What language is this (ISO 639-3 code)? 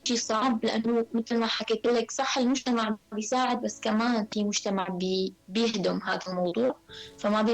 apc